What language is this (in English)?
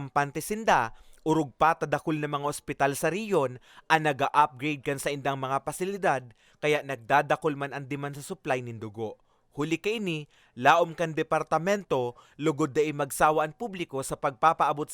Bikol